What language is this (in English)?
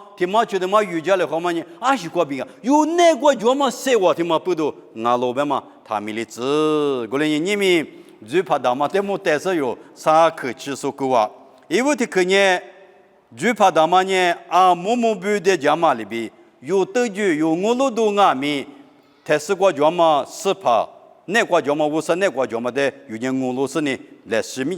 Lisu